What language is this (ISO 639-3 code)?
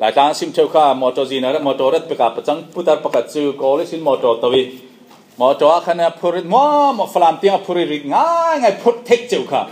cfm